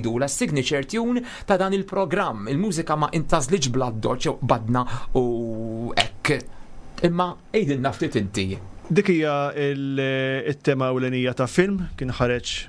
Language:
Maltese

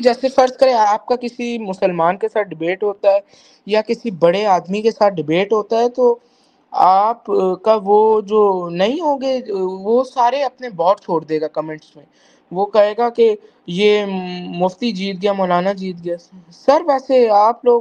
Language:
Urdu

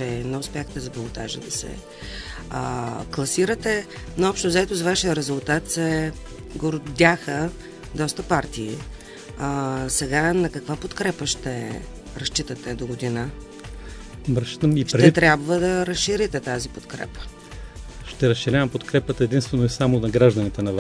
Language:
Bulgarian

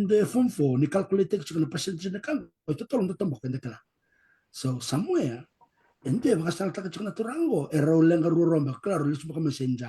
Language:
Fijian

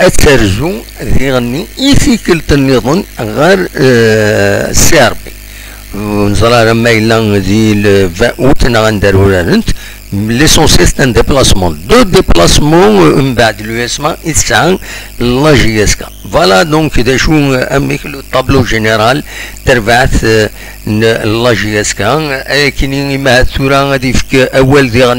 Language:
Kabyle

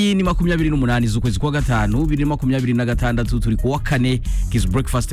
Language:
Kinyarwanda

